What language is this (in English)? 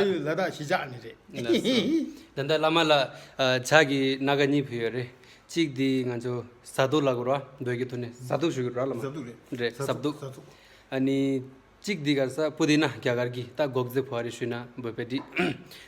Tibetan